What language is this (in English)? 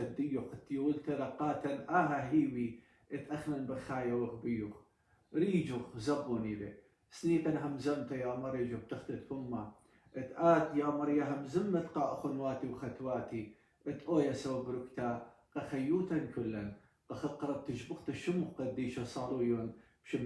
Assyrian Neo-Aramaic